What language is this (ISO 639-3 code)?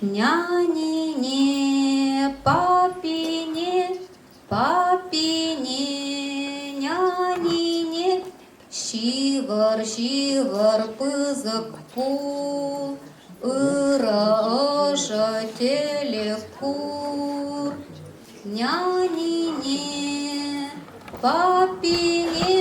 chv